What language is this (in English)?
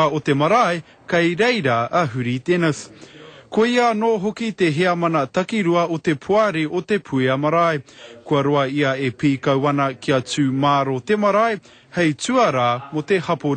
Māori